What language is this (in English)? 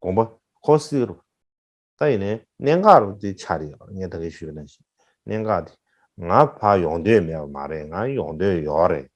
Tibetan